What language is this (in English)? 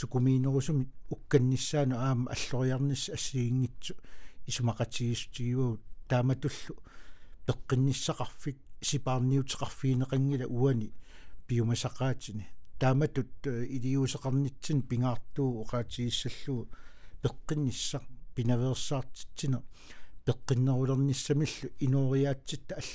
Kalaallisut